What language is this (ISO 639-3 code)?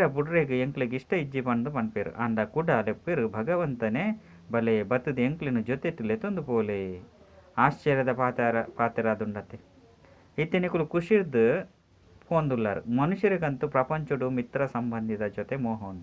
tcy